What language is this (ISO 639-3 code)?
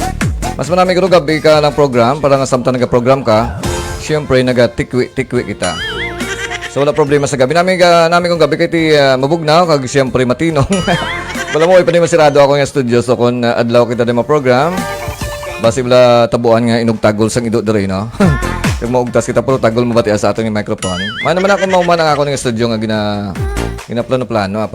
hil